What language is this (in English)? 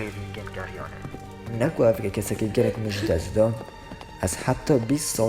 Kurdish